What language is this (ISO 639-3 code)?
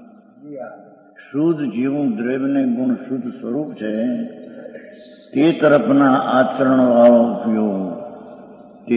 guj